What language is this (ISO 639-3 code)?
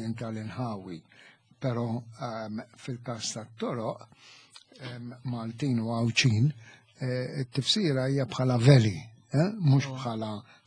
mlt